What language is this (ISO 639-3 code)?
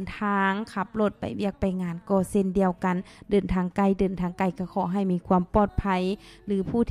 lao